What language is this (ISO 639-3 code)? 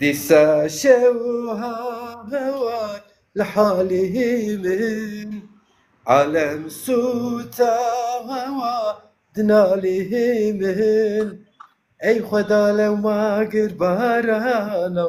zza